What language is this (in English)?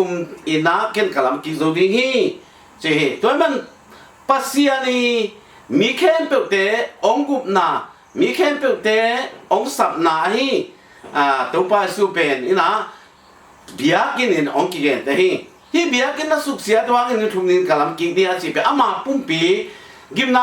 Tedim Chin